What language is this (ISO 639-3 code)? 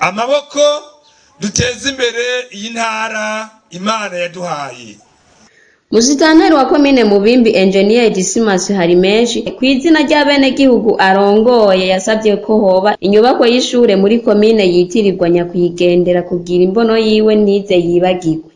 run